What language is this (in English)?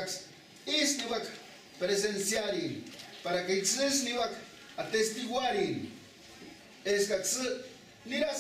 Purepecha